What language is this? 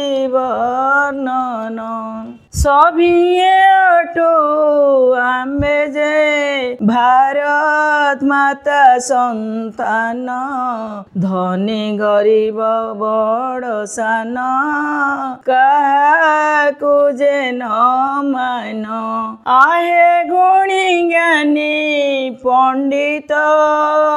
Odia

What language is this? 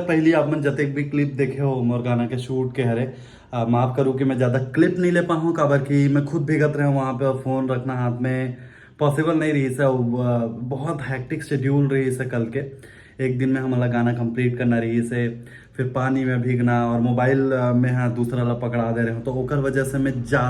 Chhattisgarhi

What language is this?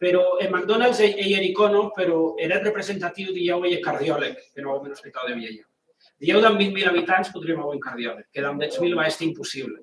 Occitan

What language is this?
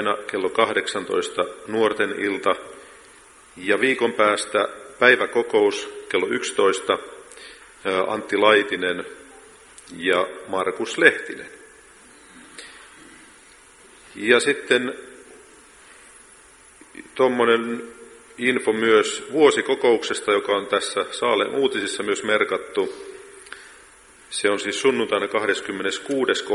Finnish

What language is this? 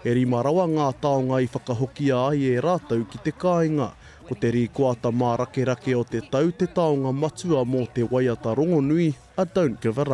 Māori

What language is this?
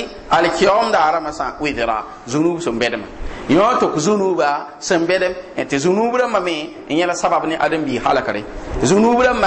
Mossi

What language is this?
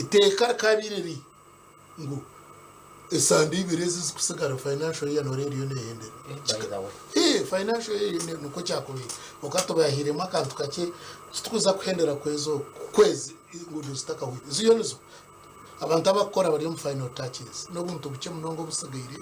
Nyankole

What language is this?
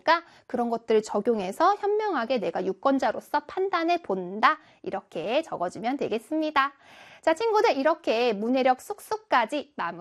Korean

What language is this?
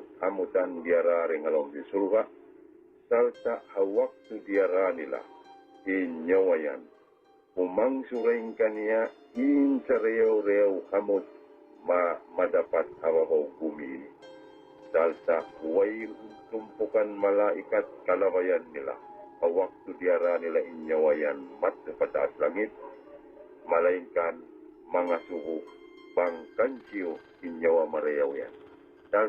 Tausug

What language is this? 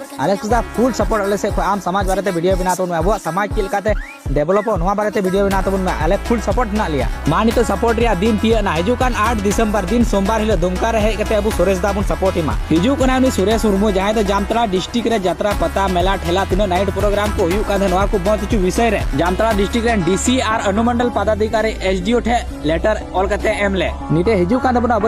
Santali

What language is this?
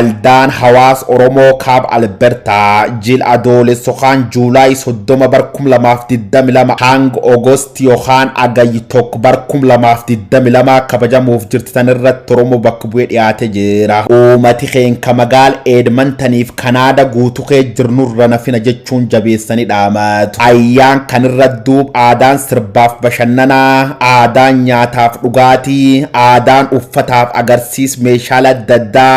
Oromo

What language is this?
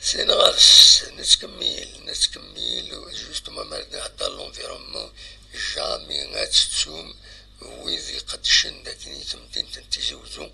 Kabyle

